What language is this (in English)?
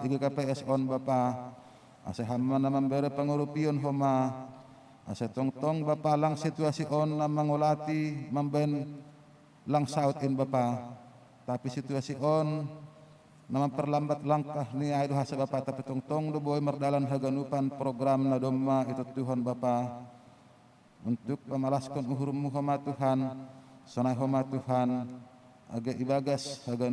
Batak Simalungun